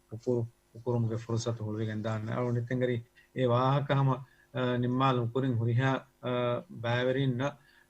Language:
Divehi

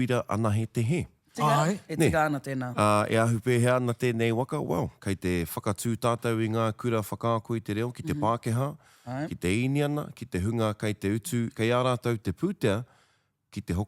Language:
Māori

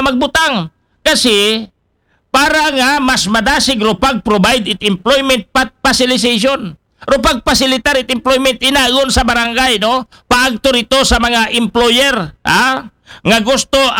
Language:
Aklanon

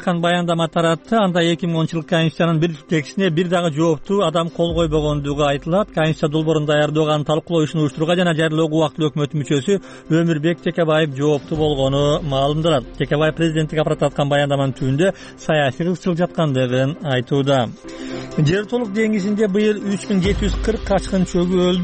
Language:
Kyrgyz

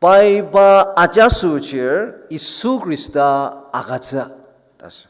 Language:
Ao Naga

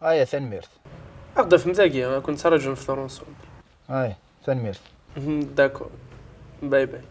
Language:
Kabyle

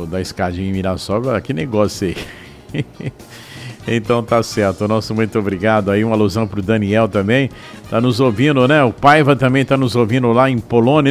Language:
Portuguese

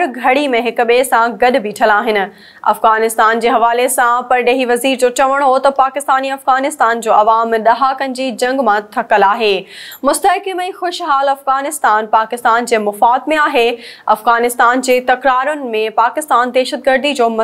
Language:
Sindhi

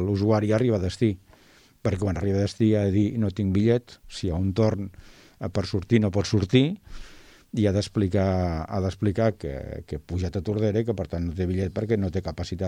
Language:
Catalan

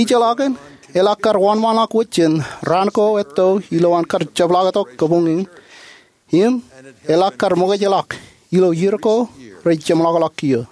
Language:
Marshallese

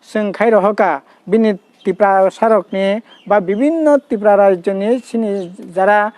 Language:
Kok Borok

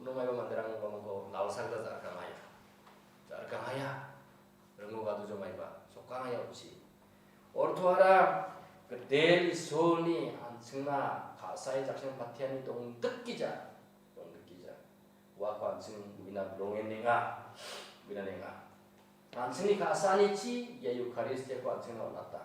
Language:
Garo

